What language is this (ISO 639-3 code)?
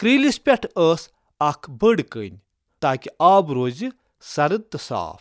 kas